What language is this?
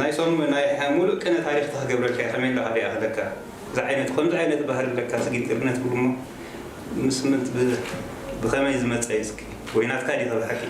Tigrinya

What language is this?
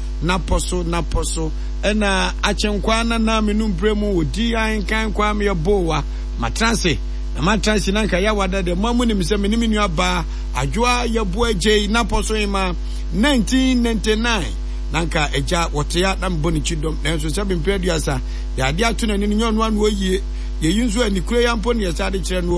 Akan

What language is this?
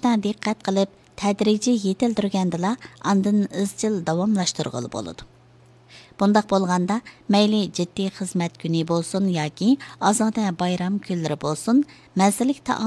Uyghur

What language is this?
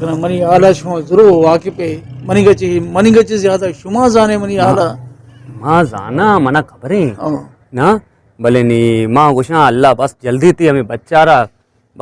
Baluchi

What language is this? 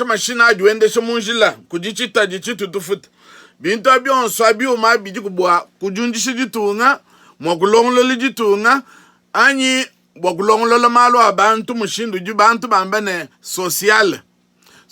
Luba-Lulua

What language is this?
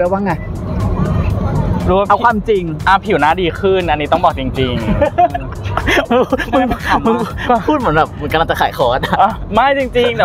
Thai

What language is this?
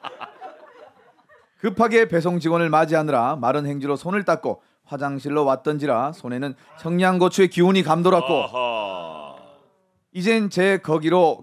Korean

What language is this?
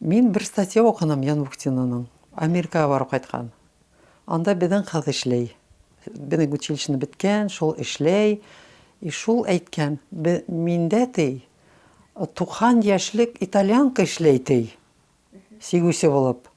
Bashkir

